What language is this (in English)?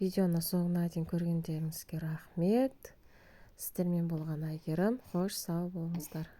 Kazakh